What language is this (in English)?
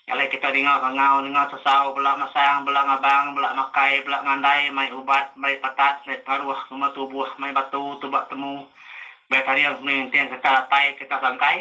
Iban